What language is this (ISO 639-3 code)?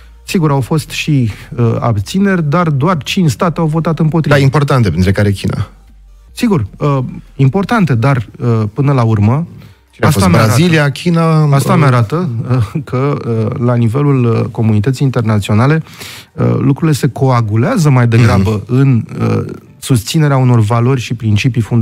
ron